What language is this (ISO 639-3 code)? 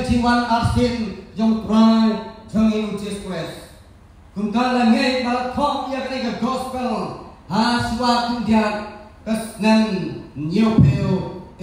kha